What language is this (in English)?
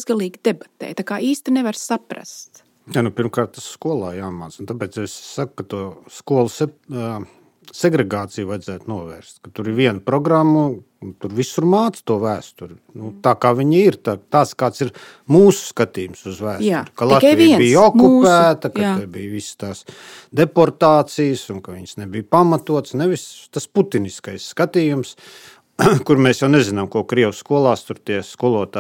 Latvian